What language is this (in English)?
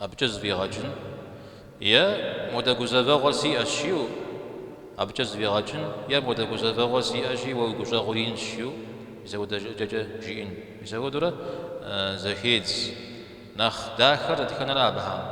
Kabardian